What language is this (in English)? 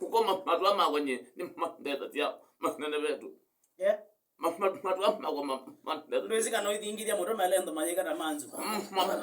Kamba